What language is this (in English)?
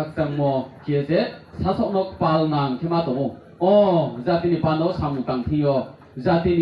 Riang (India)